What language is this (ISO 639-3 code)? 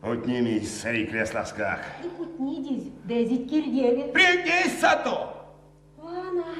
myv